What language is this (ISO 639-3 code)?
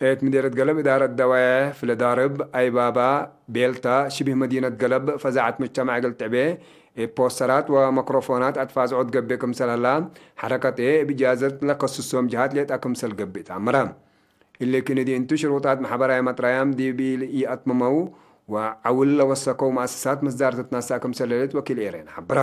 tig